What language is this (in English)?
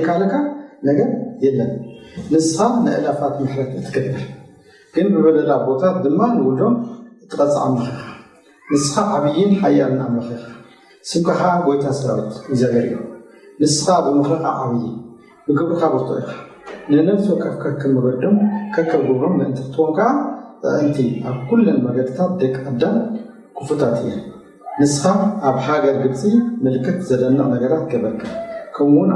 Tigrinya